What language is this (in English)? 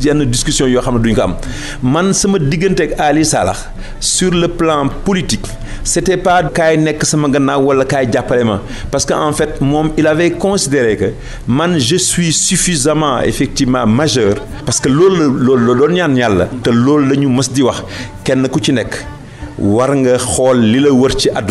Wolof